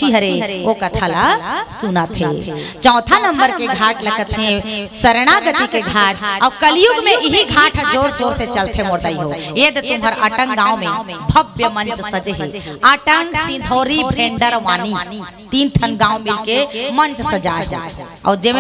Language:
Chhattisgarhi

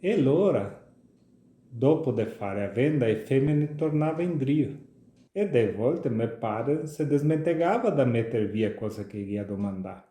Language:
Venetian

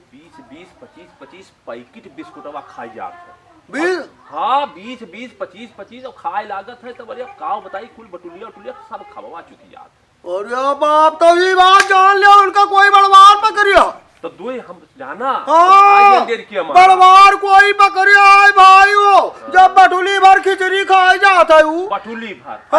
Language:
Awadhi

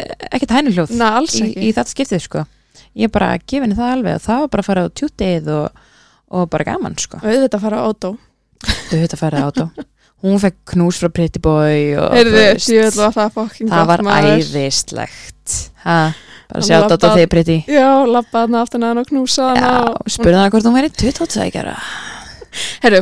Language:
Icelandic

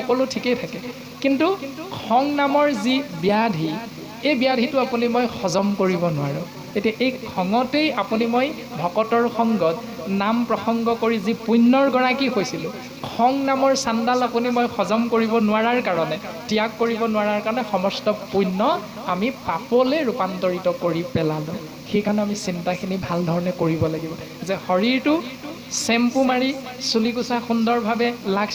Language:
Assamese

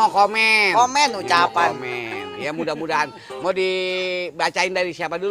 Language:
Betawi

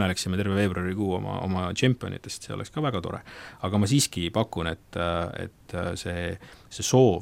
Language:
Estonian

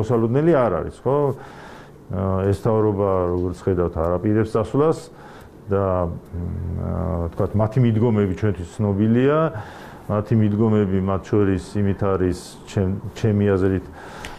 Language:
Georgian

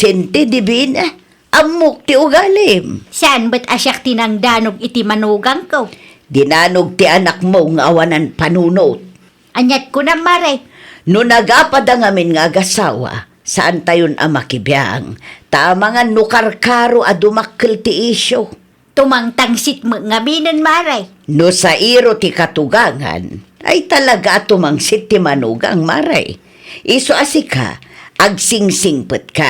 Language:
Iloko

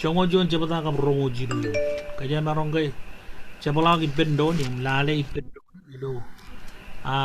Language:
Marshallese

